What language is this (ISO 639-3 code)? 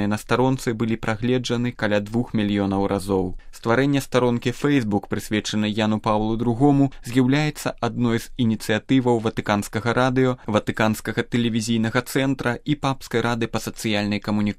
bel